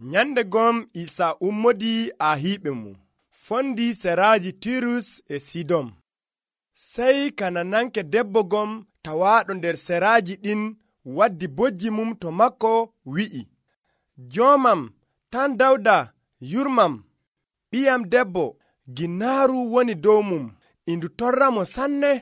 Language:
Nigerian Fulfulde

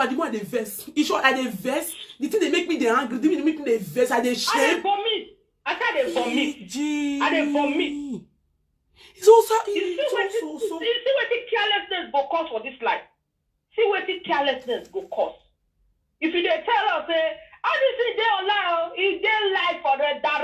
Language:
Nigerian Pidgin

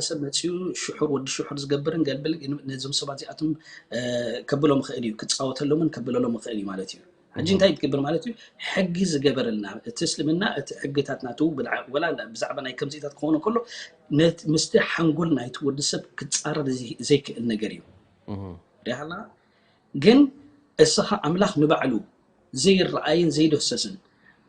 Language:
Tigrinya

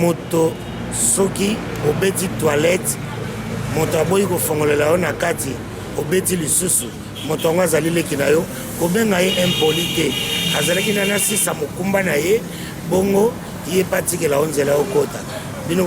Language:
Lingala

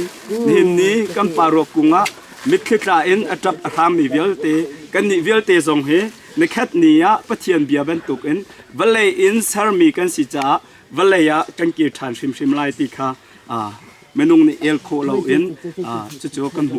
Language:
Hakha Chin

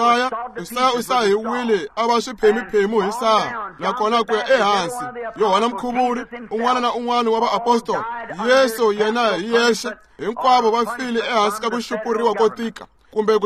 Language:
Tsonga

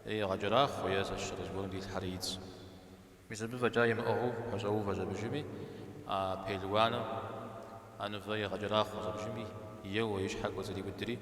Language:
Kabardian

